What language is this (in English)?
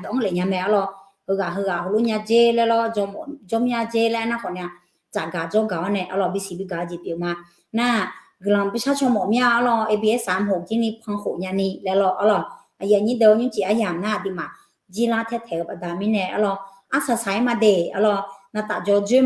Akha